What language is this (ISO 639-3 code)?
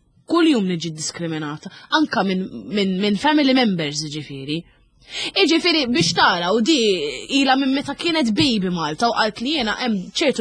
mlt